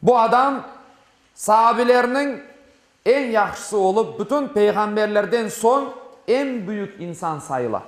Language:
Crimean Tatar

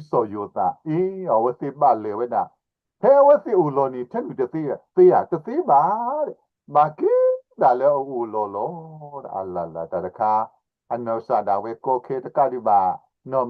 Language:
S'gaw Karen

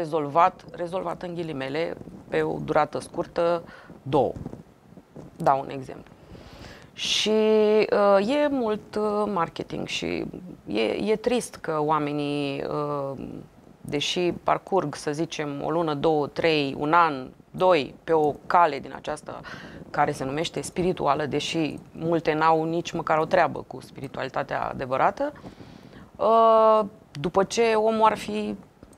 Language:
Romanian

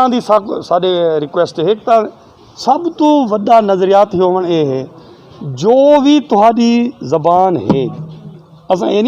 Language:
Saraiki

